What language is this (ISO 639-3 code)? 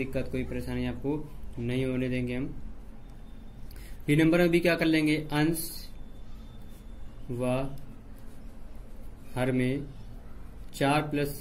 hin